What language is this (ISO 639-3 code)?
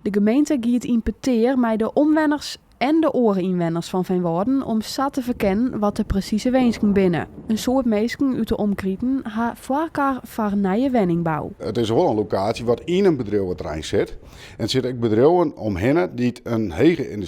fry